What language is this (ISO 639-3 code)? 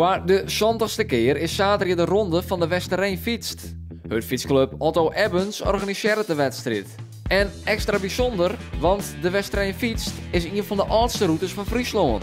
fry